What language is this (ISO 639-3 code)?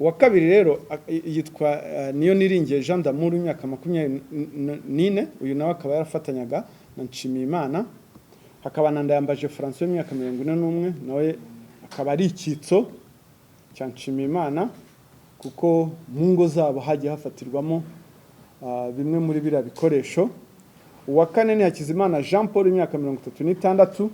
kin